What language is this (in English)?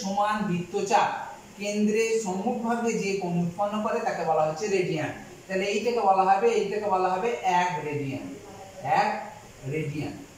Bangla